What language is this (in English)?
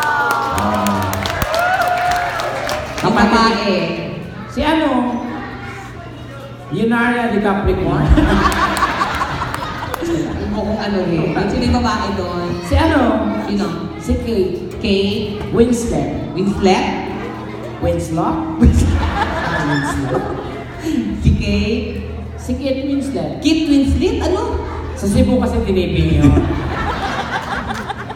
Filipino